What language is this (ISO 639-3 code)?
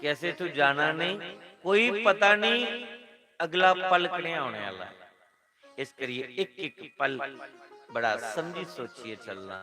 doi